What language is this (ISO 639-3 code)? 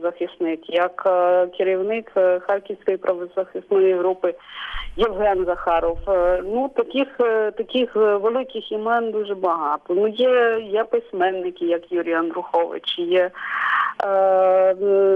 ukr